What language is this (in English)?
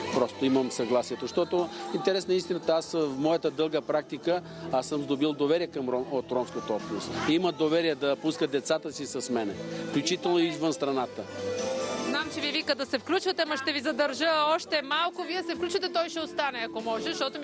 Bulgarian